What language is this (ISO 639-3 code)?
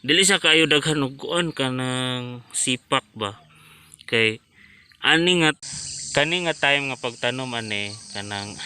ceb